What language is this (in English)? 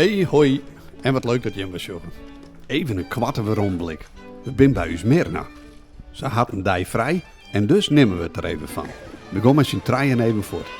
Western Frisian